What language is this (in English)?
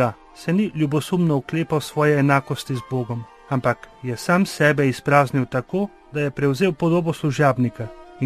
Slovenian